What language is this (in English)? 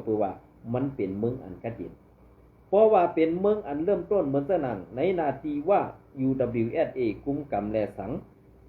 Shan